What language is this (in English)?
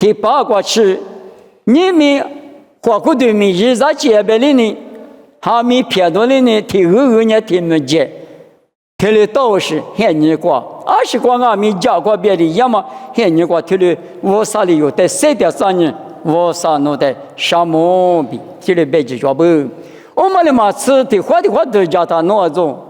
Lisu